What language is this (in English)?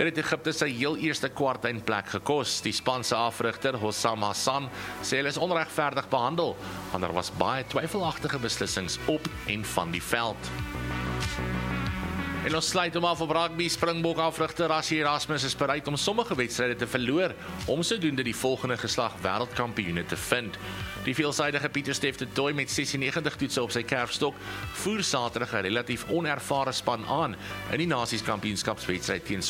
Afrikaans